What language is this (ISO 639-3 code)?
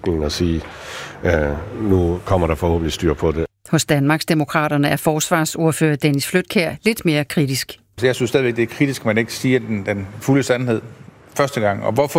dan